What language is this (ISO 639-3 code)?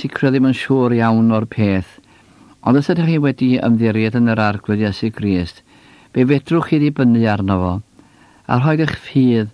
cym